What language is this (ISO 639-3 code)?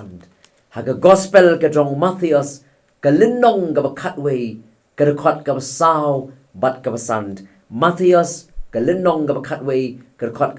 kha